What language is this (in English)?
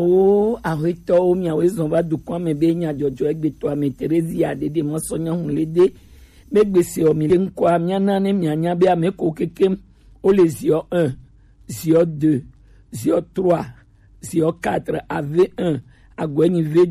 Gen